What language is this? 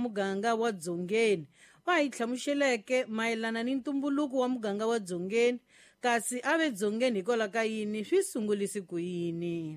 Tsonga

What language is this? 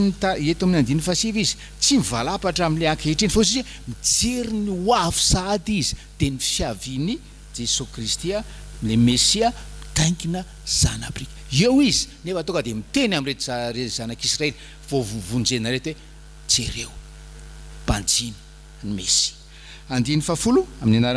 Malagasy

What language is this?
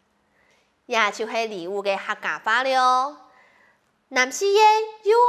Hakka Chinese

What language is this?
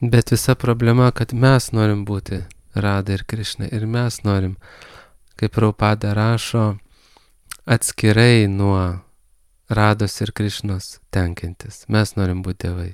Lithuanian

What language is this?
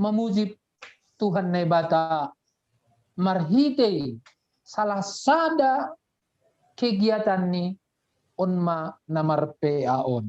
Batak Simalungun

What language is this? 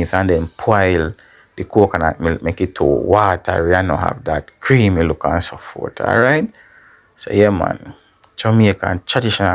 Jamaican Creole English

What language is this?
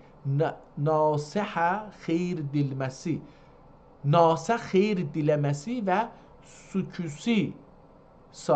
South Azerbaijani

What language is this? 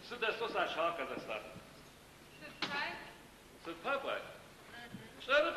Adyghe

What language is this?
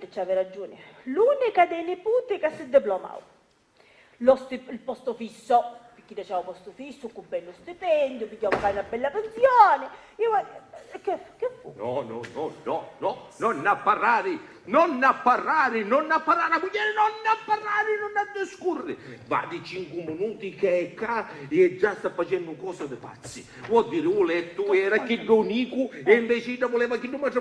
Sicilian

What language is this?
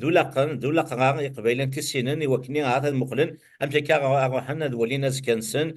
Kabyle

